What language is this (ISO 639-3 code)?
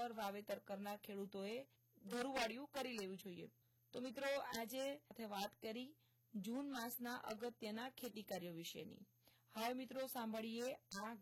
guj